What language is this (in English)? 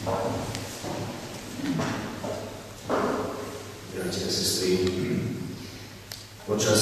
Slovak